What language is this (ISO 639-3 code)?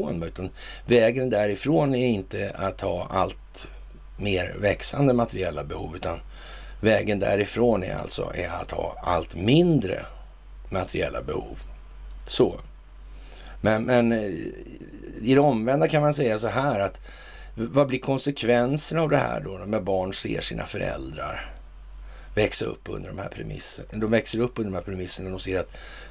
swe